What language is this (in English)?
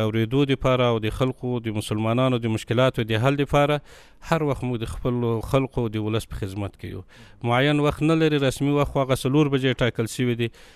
Pashto